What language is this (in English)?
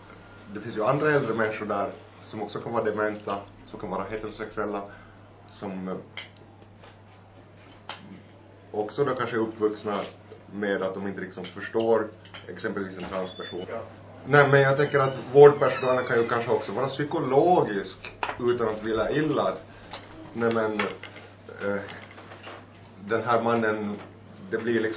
Swedish